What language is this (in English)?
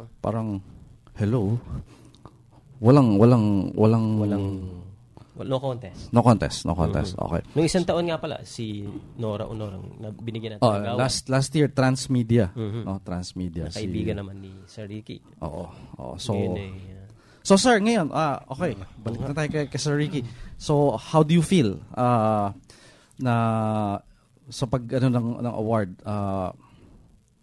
Filipino